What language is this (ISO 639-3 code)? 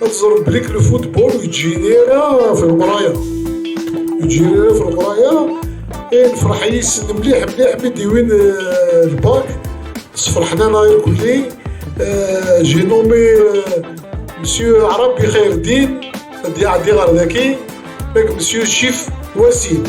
kab